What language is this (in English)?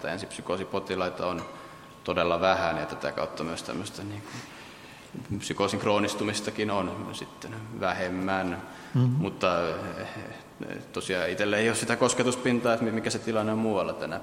Finnish